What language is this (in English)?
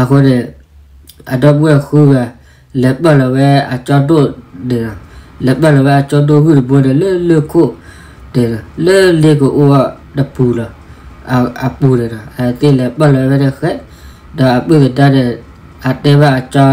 S'gaw Karen